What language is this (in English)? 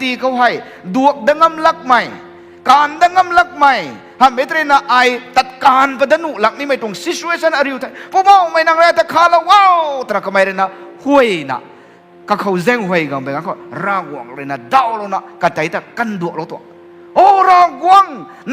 Rongmei Naga